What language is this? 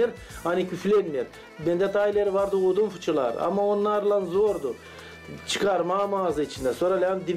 Gagauz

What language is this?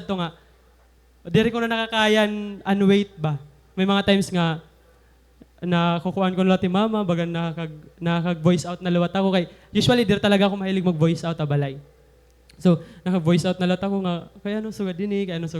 Waray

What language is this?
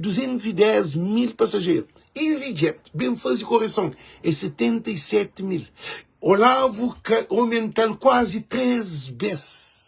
Kabuverdianu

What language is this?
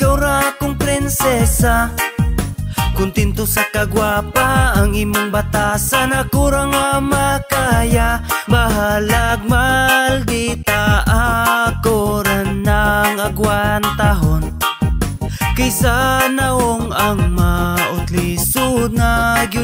Cebuano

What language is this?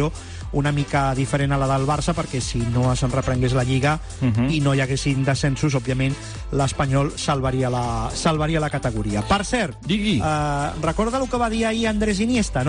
Catalan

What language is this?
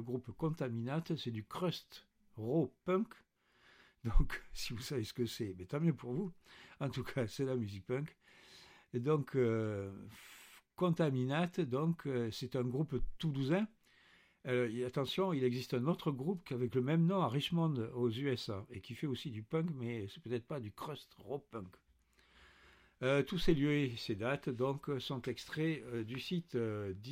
French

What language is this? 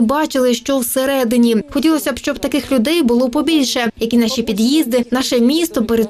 Ukrainian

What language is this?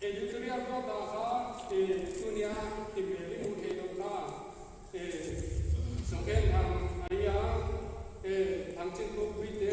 Paite Chin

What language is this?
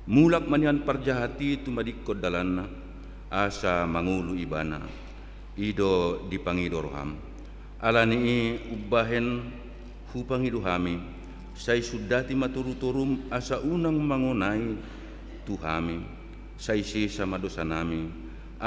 Batak Toba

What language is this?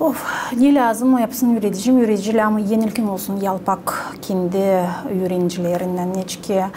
Gagauz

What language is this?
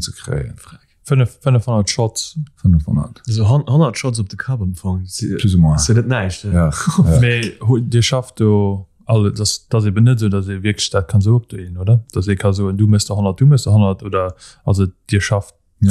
Luxembourgish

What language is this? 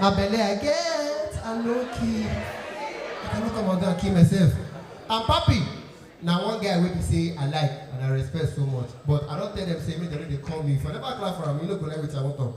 Nigerian Pidgin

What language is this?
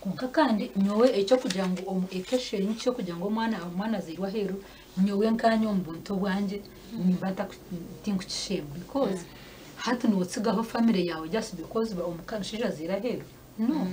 Nyankole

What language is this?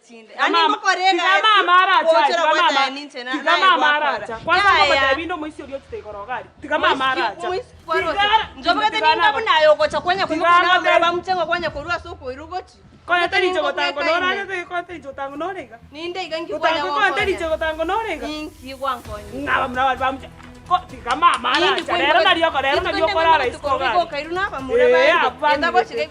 Gusii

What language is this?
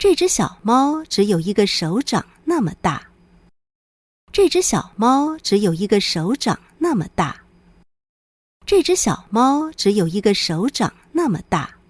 Hakka Chinese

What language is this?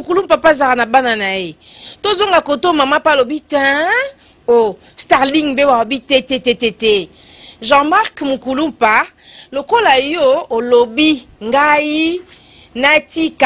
Lingala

